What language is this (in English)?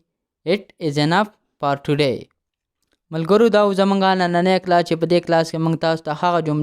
Pashto